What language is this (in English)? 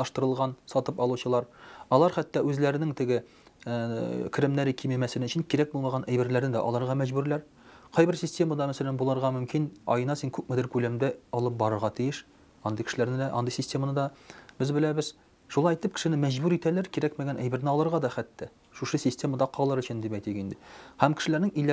Tatar